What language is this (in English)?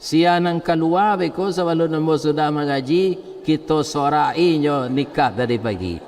Minangkabau